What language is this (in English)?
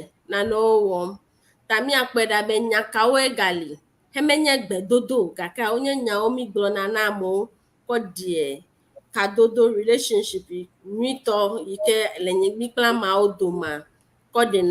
Ewe